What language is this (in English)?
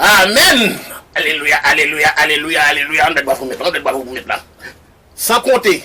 Haitian Creole